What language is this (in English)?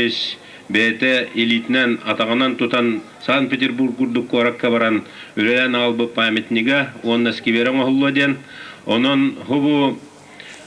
Yakut